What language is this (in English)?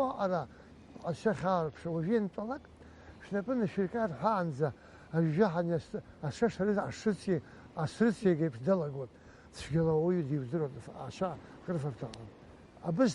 Abkhazian